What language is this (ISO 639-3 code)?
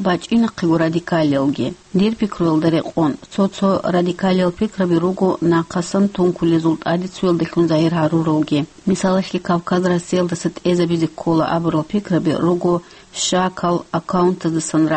ava